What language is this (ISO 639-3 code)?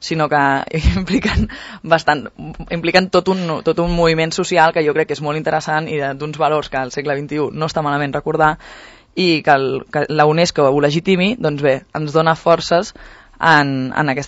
cat